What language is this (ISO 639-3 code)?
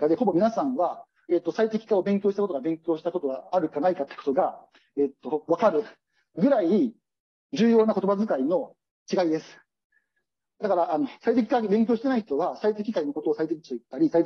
jpn